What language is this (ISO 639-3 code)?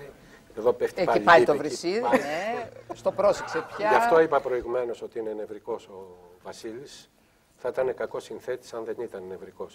ell